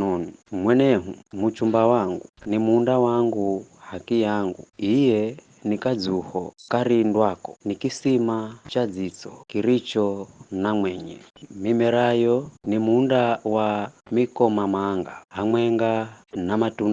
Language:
Giryama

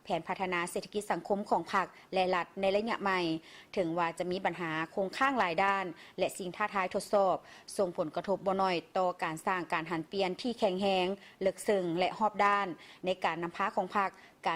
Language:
Lao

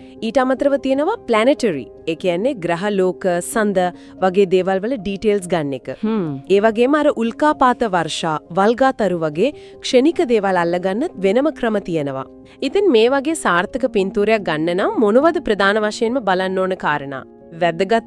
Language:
Sinhala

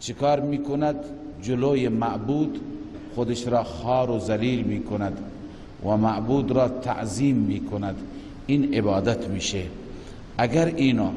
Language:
Persian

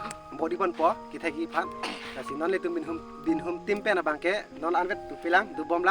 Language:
Karbi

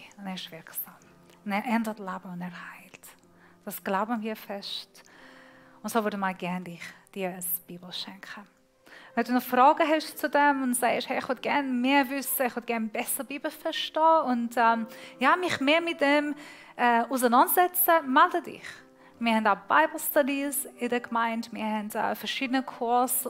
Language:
Swiss German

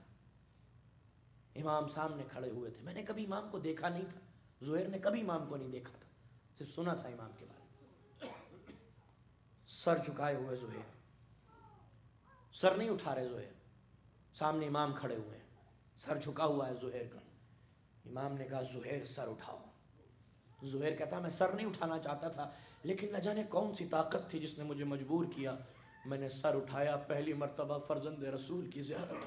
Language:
Urdu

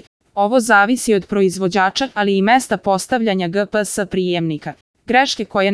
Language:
Serbian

